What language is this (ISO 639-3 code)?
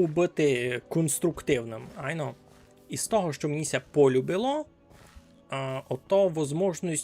rue